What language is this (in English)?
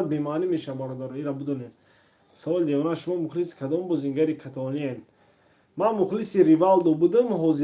Tajik